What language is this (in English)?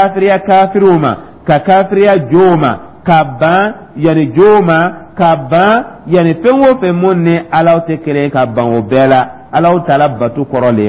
Dyula